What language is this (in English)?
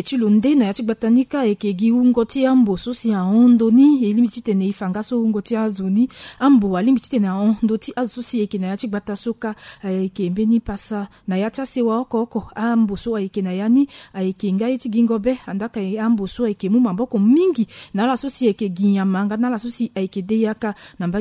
Sango